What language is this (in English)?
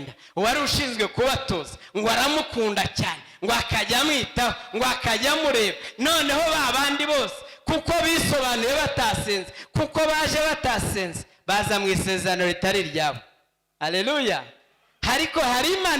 Kinyarwanda